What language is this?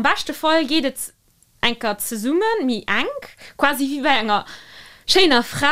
Luxembourgish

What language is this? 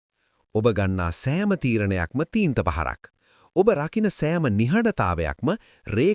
Sinhala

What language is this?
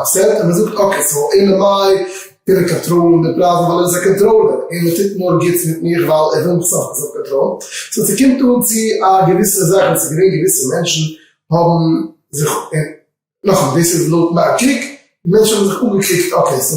Yiddish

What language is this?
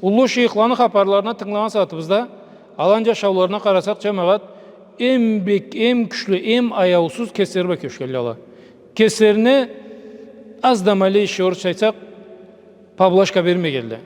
Karachay-Balkar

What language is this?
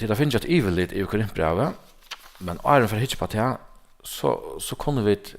Faroese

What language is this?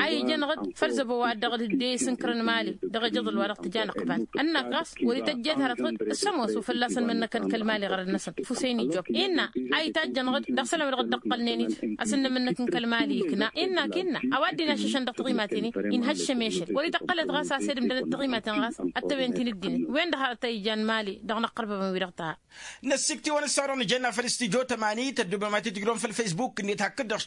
Tamasheq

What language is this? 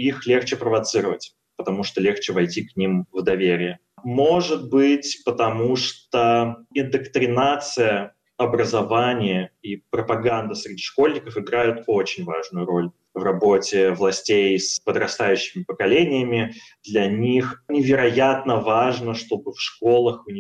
Russian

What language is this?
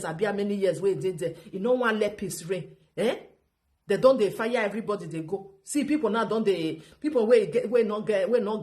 Nigerian Pidgin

